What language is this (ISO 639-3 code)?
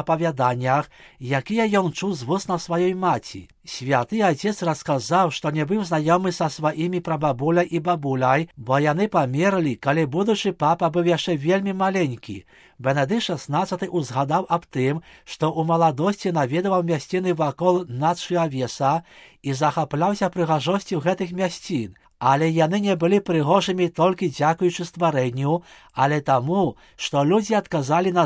bel